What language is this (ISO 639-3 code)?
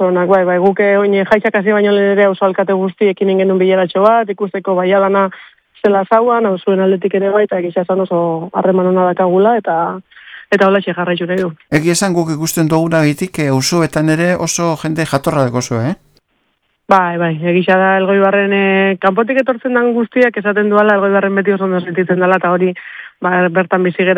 eus